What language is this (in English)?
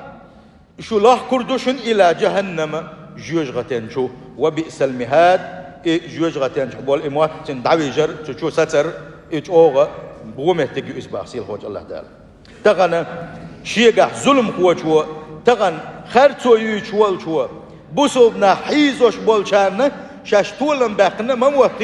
Chechen